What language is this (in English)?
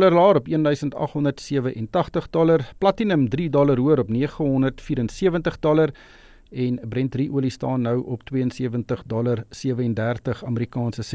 Afrikaans